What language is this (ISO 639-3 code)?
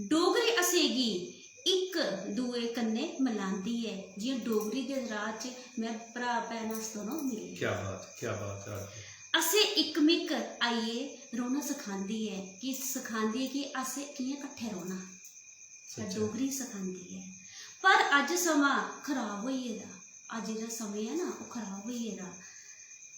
doi